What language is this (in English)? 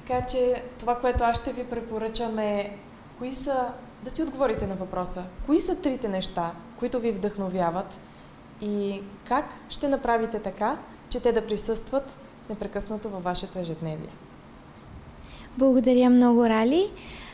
Bulgarian